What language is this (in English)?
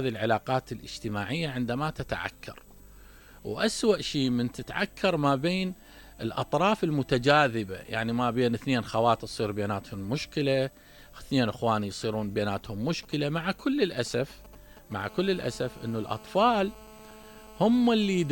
Mesopotamian Arabic